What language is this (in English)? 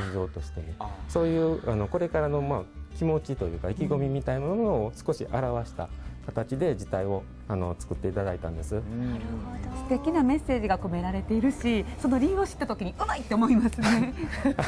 Japanese